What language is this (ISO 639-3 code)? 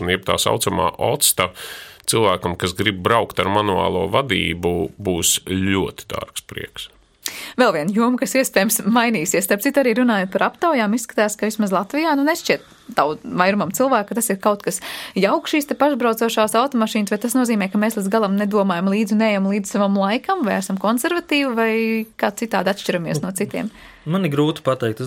lav